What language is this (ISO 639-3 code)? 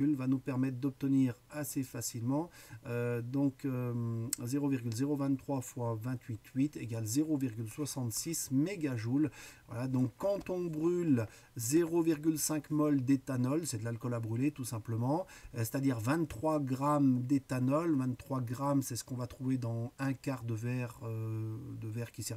fra